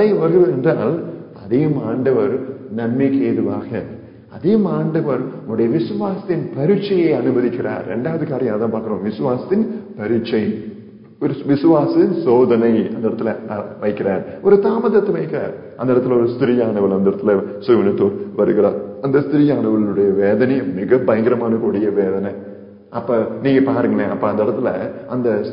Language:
Tamil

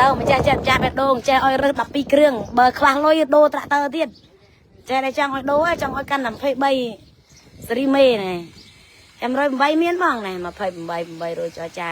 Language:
Khmer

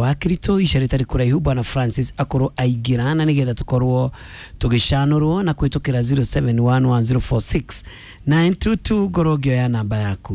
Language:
Kikuyu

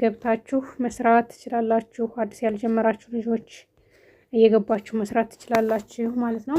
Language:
Amharic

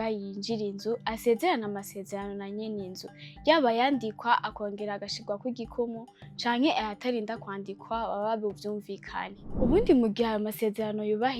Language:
Rundi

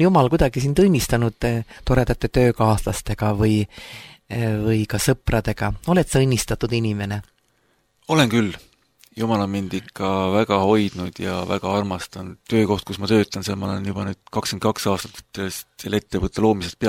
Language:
Estonian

